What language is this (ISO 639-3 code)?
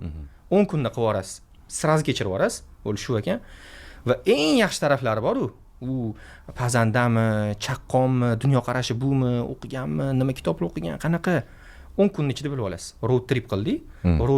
uzb